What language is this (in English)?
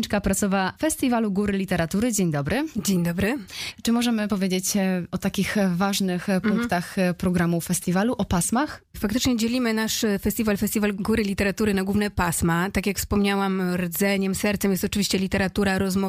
Polish